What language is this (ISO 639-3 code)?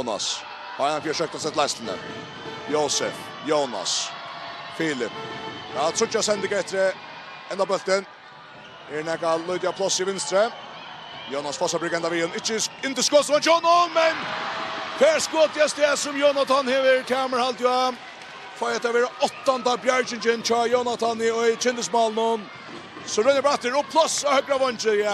fao